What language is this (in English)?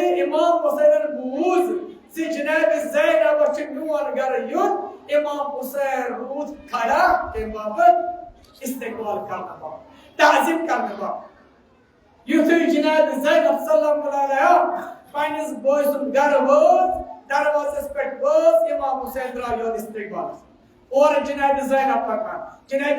Kashmiri